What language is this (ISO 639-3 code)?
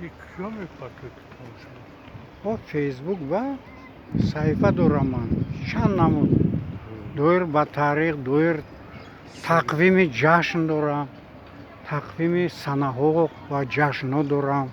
tgk